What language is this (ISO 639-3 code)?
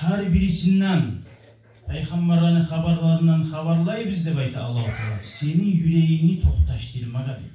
kum